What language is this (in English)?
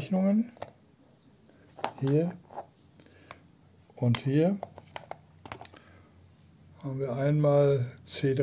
German